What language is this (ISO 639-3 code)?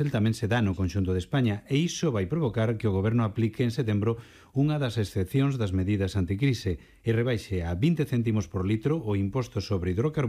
glg